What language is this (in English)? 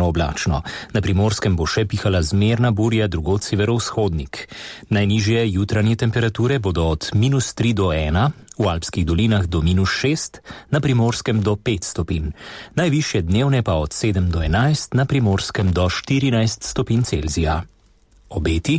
Slovenian